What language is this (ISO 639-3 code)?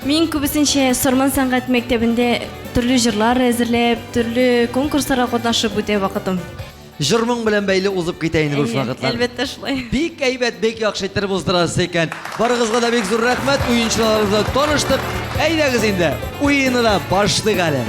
tat